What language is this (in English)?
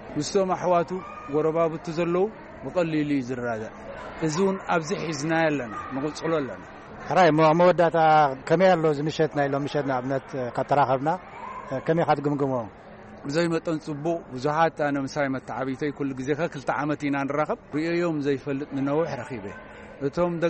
Tigrinya